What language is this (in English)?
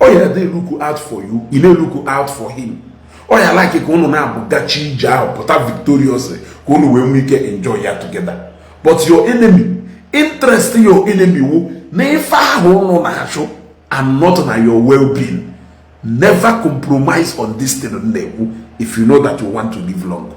Igbo